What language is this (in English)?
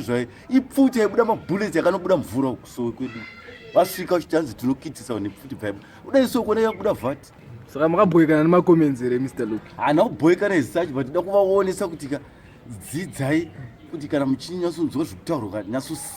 Shona